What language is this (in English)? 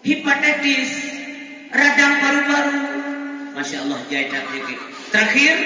Achinese